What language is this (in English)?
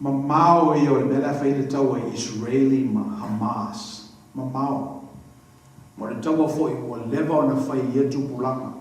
Samoan